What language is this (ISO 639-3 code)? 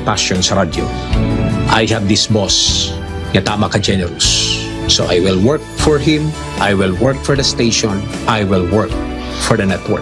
hil